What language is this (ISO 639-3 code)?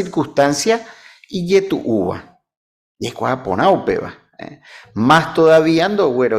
grn